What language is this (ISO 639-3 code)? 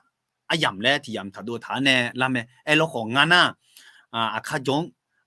ahk